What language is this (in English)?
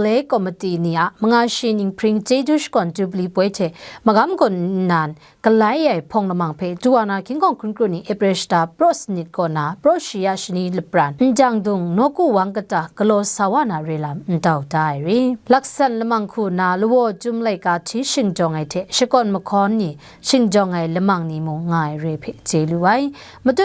Kachin